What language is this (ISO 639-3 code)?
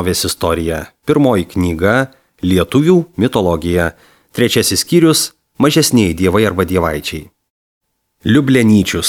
lit